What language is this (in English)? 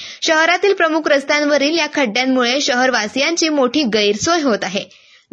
Marathi